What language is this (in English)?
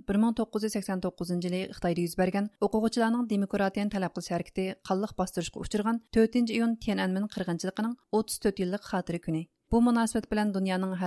Uyghur